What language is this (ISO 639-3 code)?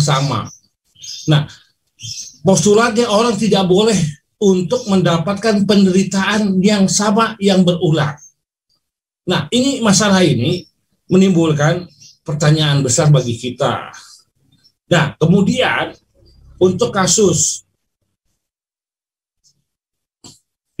ind